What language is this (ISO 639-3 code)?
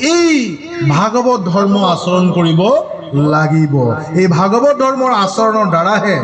asm